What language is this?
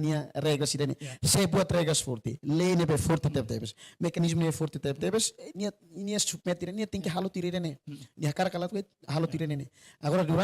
Tetum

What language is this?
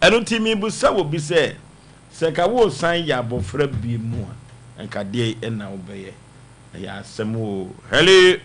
Akan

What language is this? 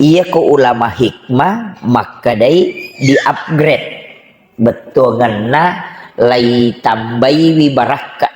Buginese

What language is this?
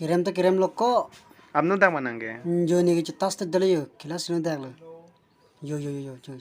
Karbi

